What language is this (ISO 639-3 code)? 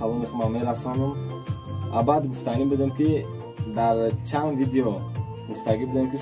tgk